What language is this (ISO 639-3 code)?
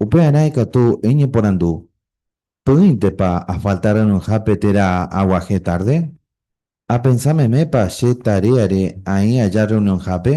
grn